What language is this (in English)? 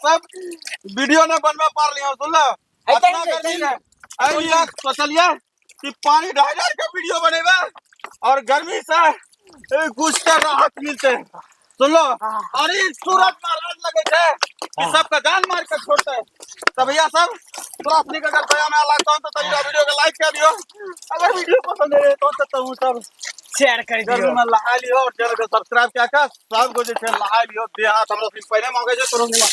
Angika